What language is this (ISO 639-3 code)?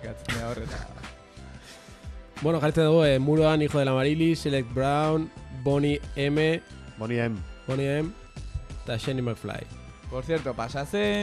eus